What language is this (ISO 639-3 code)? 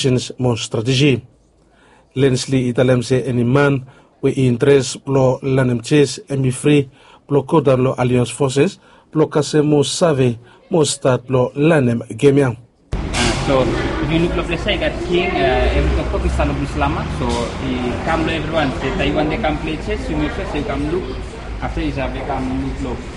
bis